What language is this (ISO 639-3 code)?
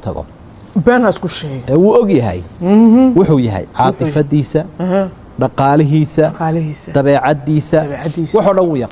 som